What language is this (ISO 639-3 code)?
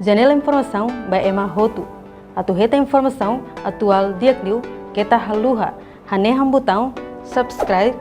tet